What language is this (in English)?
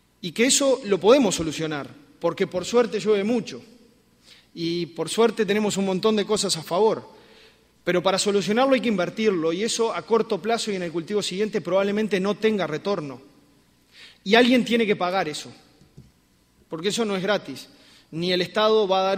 Spanish